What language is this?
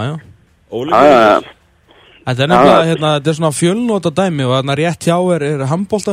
Icelandic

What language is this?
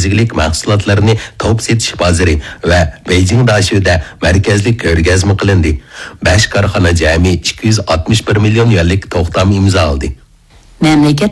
Uyghur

